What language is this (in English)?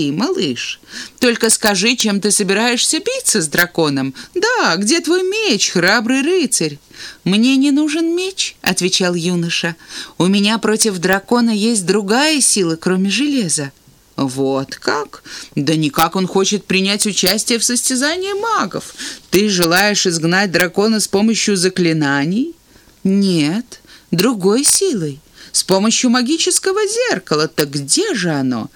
Russian